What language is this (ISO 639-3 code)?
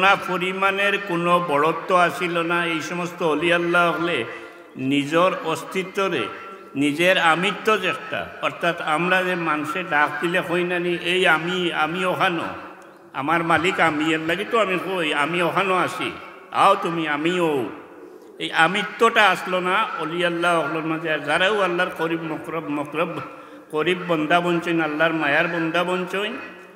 syl